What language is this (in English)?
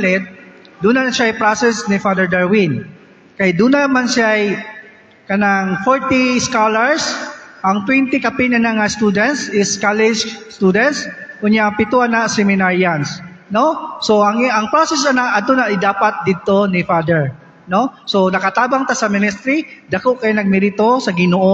Cebuano